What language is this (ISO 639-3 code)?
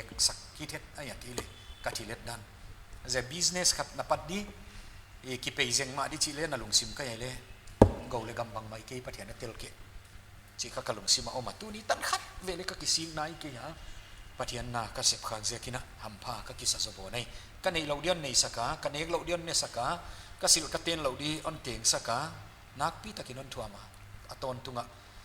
pck